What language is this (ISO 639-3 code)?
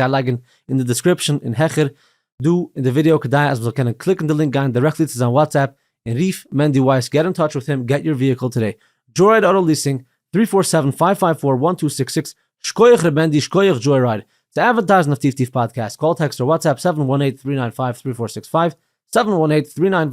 yid